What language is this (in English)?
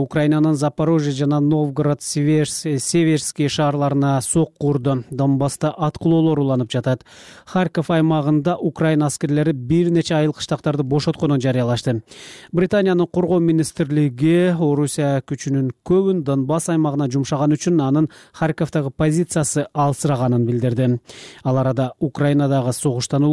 Kyrgyz